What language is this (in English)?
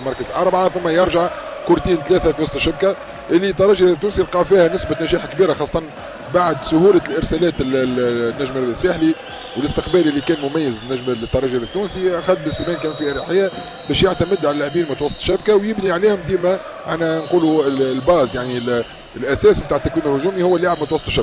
Tunisian Arabic